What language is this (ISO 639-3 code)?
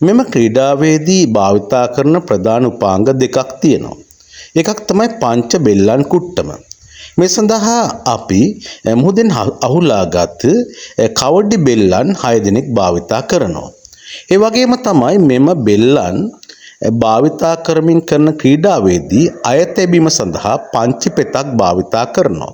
sin